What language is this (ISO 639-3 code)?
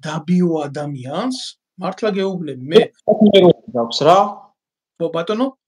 kat